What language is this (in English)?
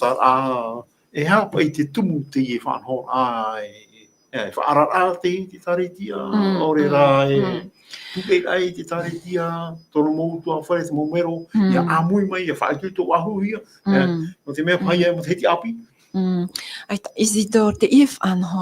Tahitian